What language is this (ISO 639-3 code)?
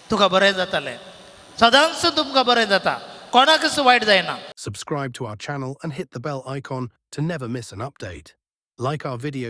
kok